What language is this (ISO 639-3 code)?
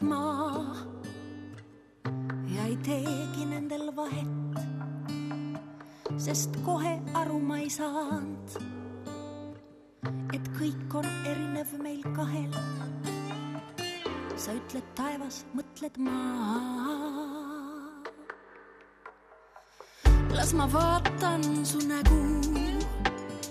est